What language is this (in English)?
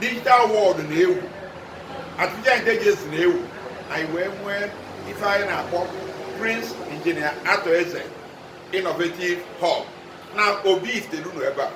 Igbo